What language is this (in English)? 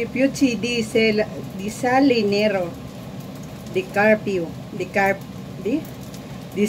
Filipino